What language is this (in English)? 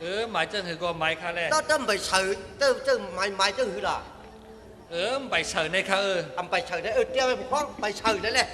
Shan